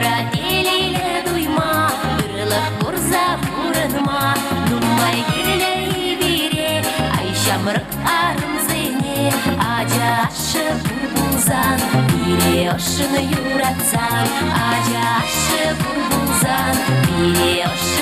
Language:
Chuvash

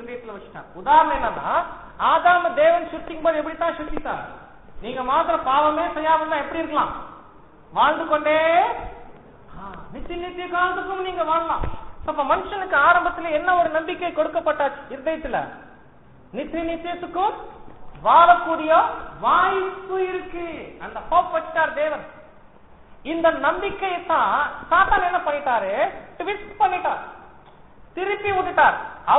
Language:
Tamil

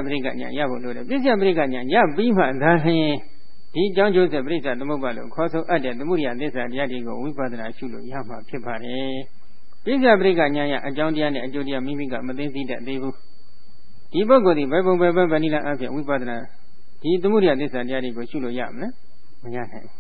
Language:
Burmese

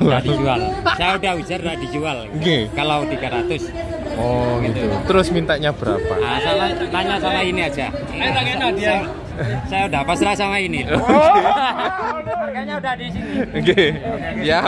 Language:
Indonesian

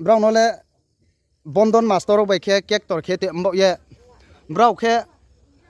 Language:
Riang (India)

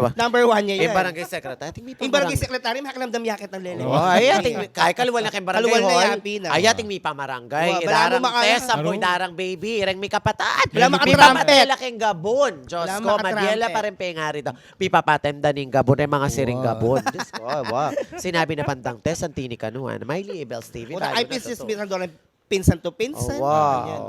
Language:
Pampanga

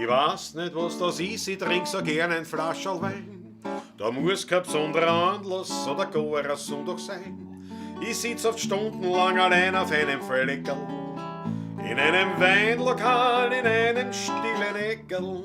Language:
Bavarian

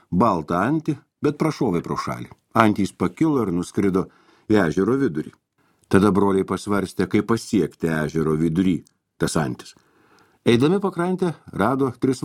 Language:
Lithuanian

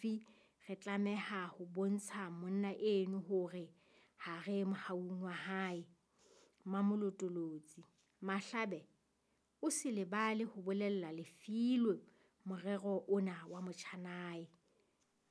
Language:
Southern Sotho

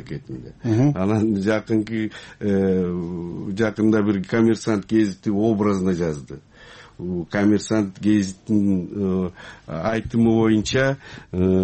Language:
Kyrgyz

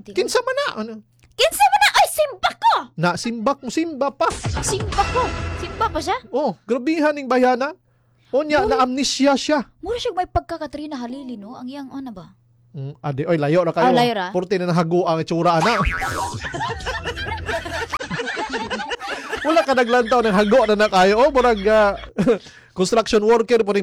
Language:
Cebuano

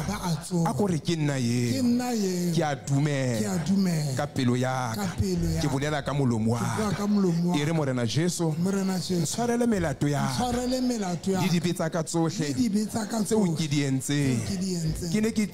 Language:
Southern Sotho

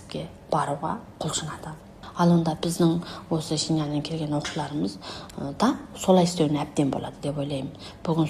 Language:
Kazakh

